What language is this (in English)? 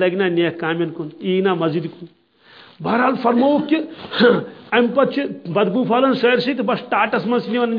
Kashmiri